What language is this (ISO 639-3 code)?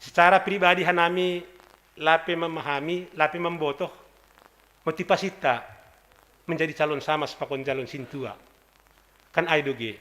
bts